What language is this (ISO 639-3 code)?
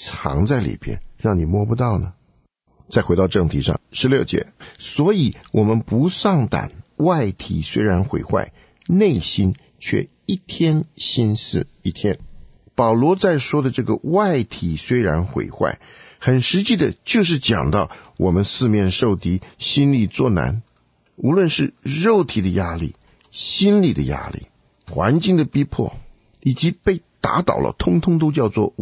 zho